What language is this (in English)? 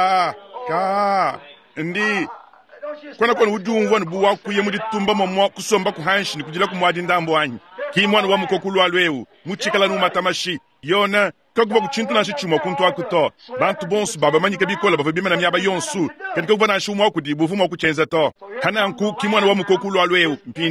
Luba-Lulua